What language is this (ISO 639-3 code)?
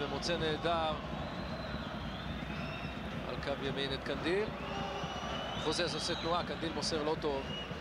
heb